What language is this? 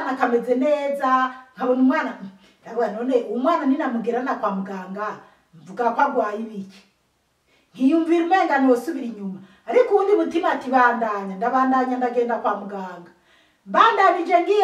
Rundi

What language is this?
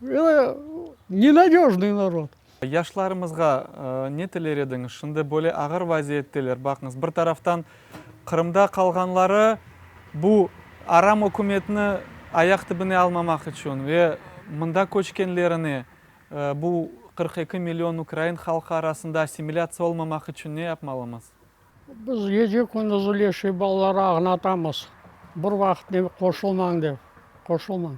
Crimean Tatar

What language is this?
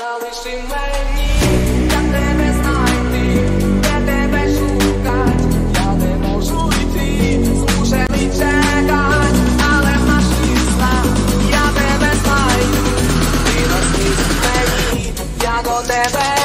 Ukrainian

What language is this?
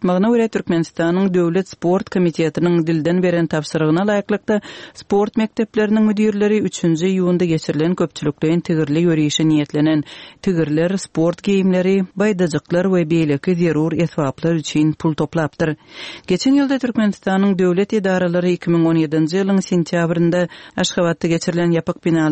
Turkmen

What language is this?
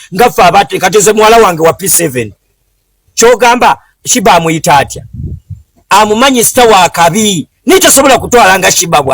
Ganda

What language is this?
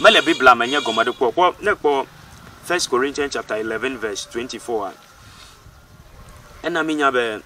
Ewe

